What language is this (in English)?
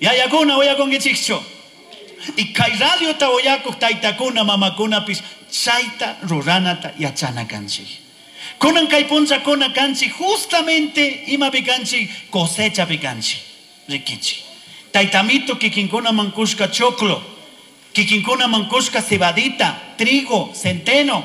Chimborazo Highland Quichua